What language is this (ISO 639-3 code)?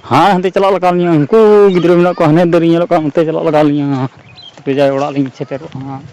sat